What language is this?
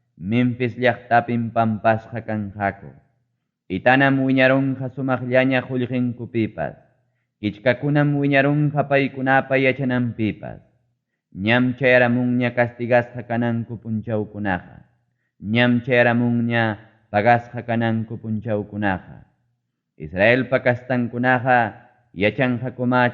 Ayacucho Quechua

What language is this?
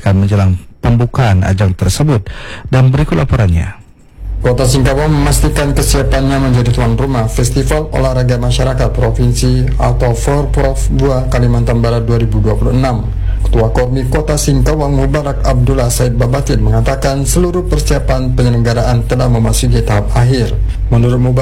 Indonesian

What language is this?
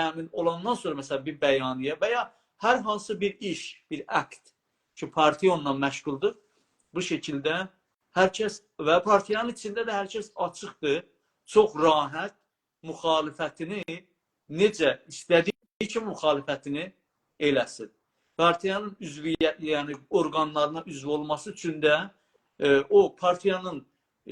South Azerbaijani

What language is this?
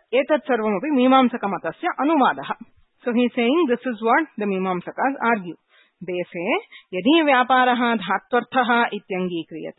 Sanskrit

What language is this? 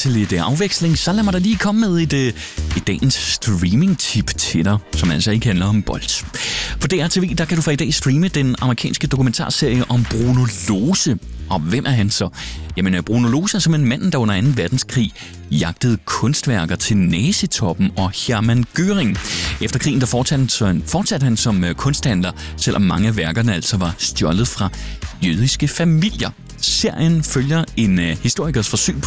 Danish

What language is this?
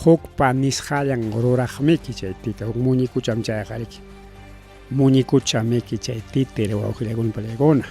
Ayacucho Quechua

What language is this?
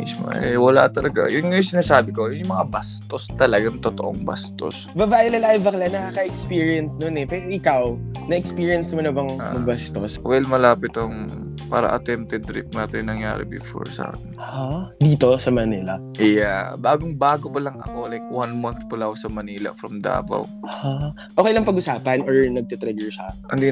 Filipino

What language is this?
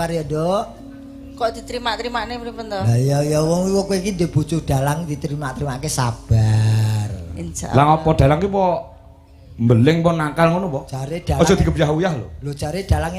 Javanese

